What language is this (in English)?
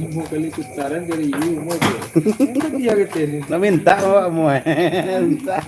Minangkabau